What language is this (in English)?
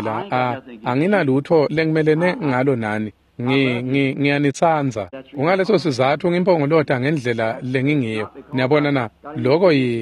Swati